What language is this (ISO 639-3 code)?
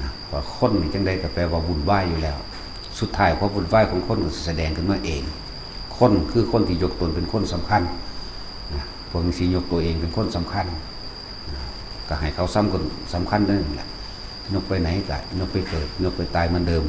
tts